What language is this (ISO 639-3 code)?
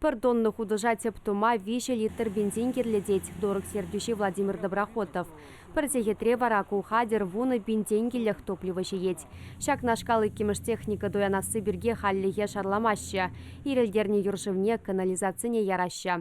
chv